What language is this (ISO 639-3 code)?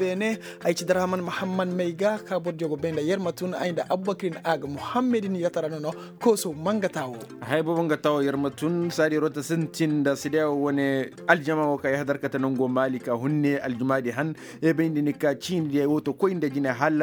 ses